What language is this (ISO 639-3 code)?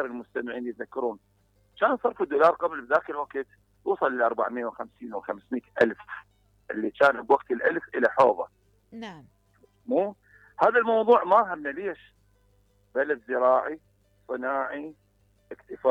acm